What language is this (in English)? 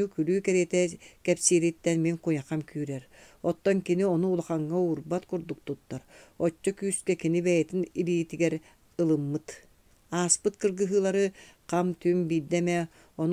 Yakut